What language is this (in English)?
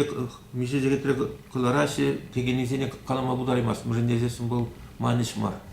Chuvash